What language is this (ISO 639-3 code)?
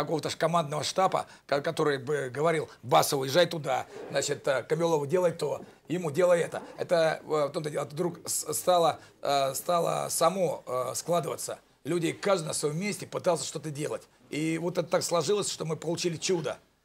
rus